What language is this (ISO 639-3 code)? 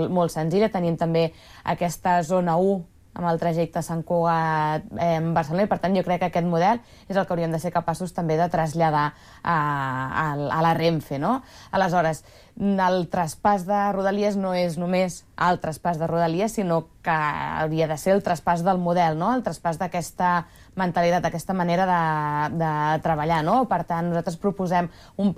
cat